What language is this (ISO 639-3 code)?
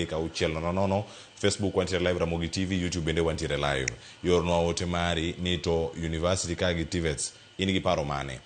luo